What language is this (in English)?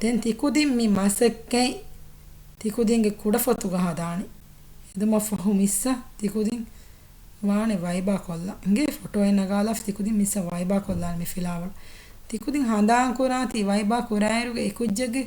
Divehi